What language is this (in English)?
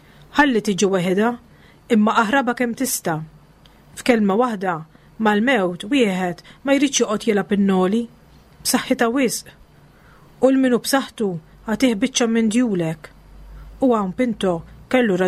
Maltese